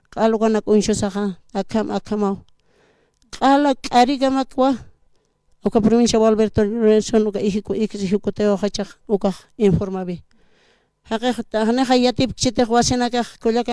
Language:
Aymara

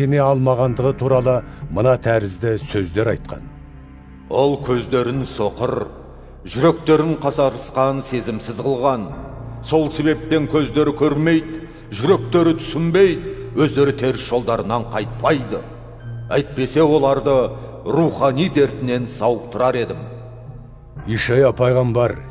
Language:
Kazakh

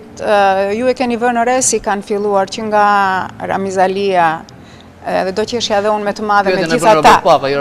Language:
Albanian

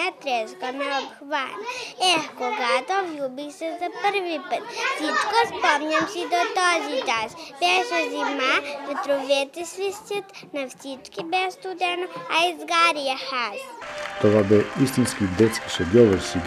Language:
Bulgarian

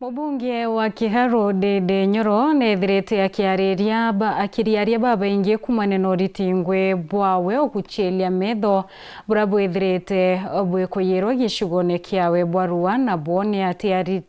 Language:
Meru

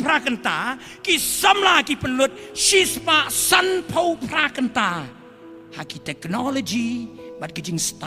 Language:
Khasi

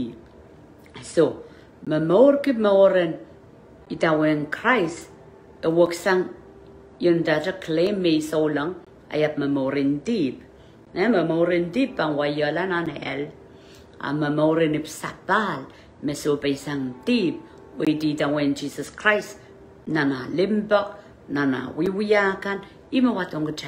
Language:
Pohnpeian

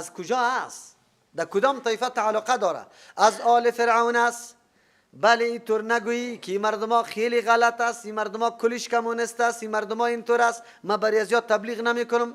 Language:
Persian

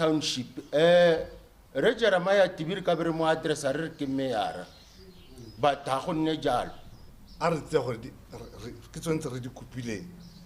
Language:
Tswana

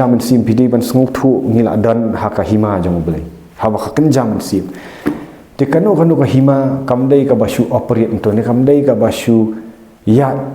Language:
Khasi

